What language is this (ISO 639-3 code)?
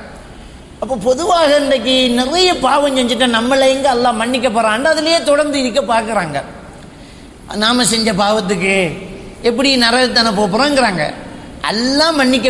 tam